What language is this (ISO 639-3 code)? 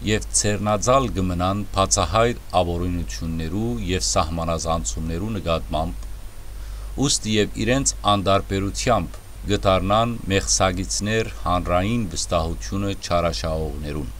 hyw